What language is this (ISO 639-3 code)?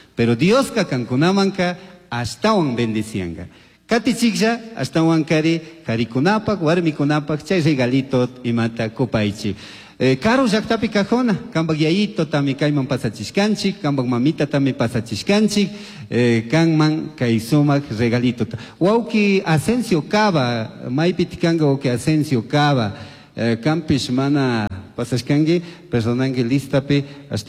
qug